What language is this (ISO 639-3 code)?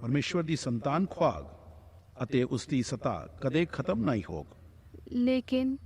doi